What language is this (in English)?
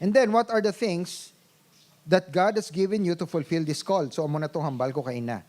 Hiligaynon